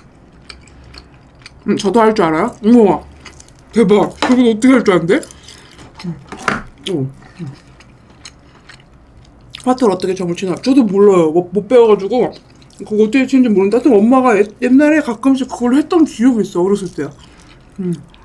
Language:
Korean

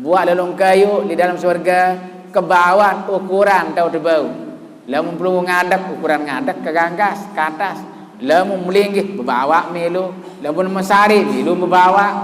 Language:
Sasak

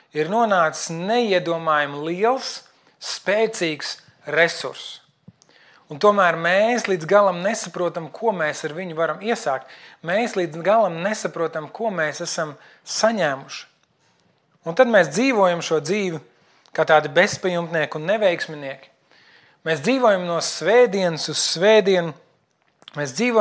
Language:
Latvian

